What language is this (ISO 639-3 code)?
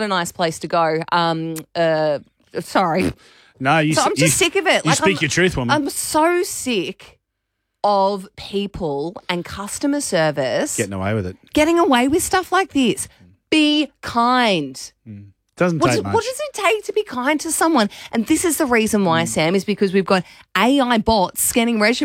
eng